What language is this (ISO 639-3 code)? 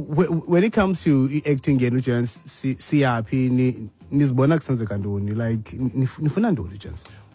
xho